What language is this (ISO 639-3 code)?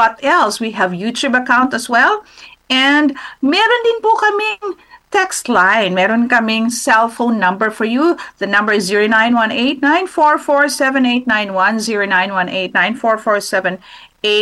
fil